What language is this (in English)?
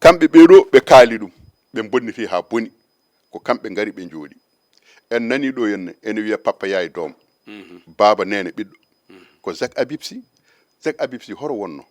Fula